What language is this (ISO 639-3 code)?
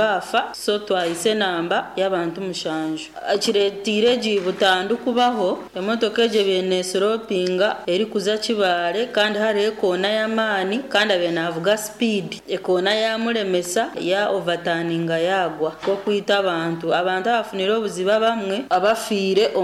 nyo